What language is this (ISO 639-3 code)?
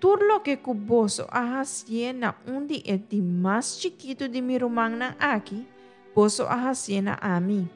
pap